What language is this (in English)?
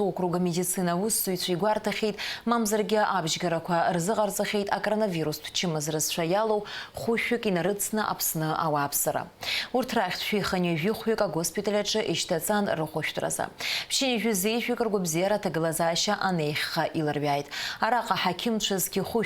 Abkhazian